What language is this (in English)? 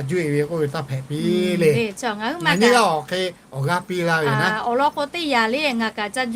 Lahu